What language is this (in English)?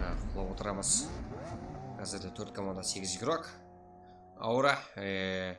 Kara-Kalpak